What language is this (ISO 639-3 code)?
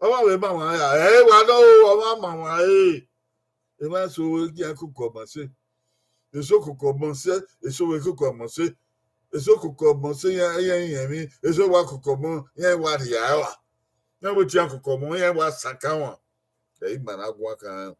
bin